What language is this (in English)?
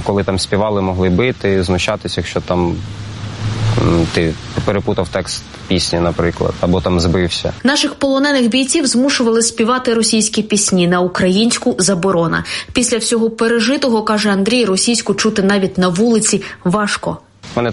Ukrainian